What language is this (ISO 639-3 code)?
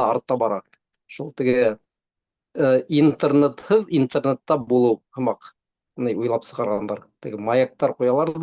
bak